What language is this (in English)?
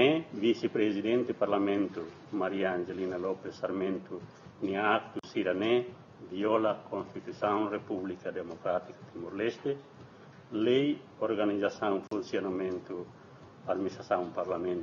Tetum